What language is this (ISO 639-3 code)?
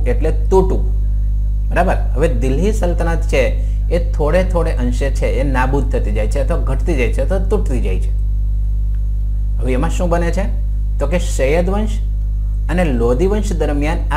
guj